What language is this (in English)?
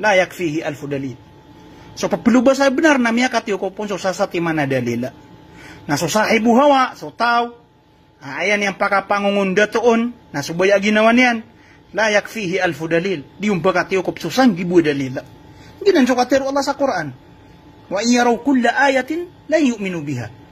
Maranao